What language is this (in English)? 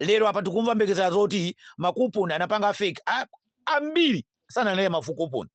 Nyanja